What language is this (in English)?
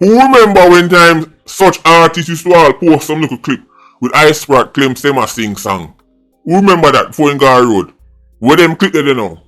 Jamaican Creole English